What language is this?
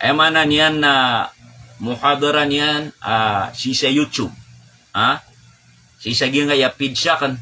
Maranao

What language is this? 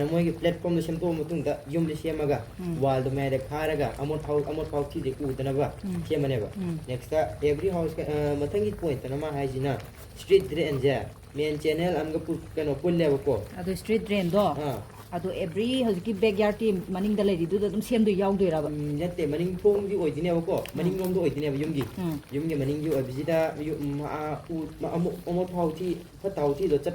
Manipuri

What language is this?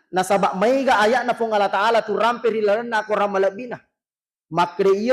Buginese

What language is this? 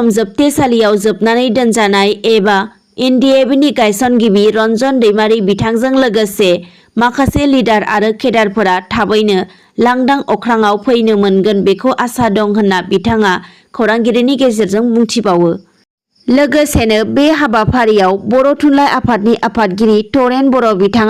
Bodo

